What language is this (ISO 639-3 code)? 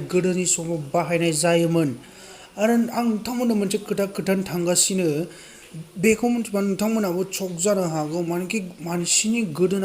brx